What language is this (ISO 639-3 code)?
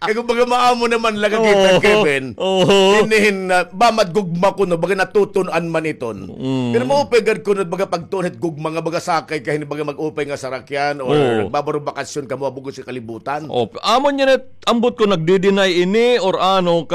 war